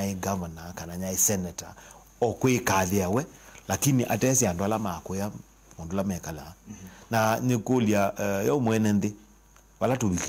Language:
Kamba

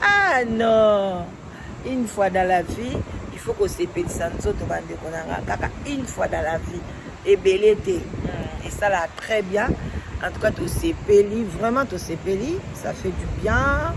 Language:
Lingala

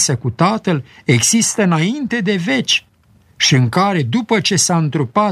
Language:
Romanian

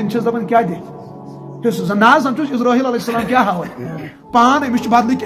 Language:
Kashmiri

